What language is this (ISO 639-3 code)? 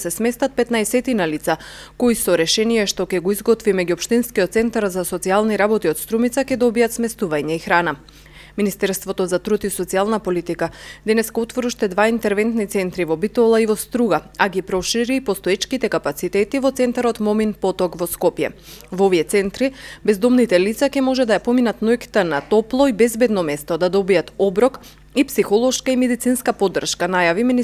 mkd